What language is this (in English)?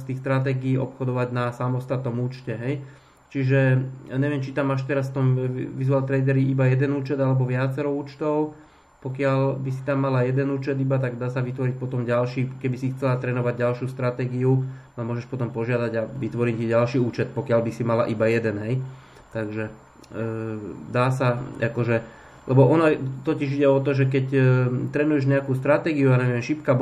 Slovak